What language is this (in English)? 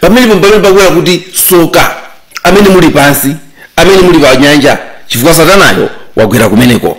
Nyanja